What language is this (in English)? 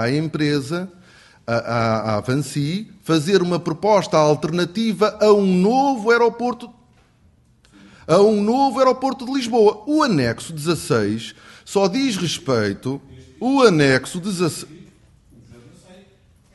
Portuguese